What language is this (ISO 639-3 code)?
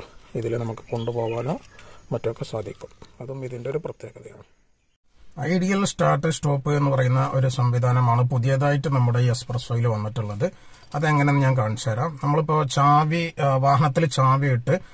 mal